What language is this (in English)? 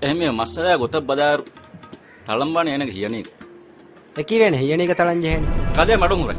Divehi